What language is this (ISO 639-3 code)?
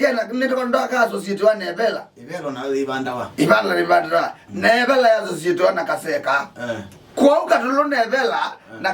kam